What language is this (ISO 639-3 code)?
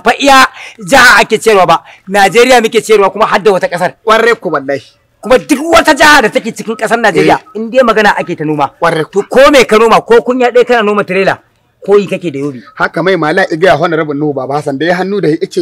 hau